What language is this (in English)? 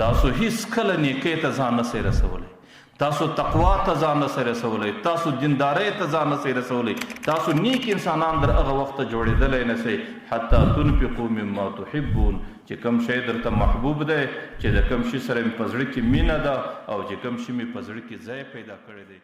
Pashto